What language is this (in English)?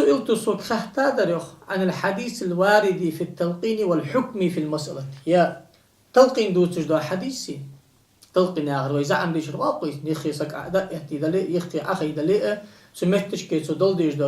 Ingush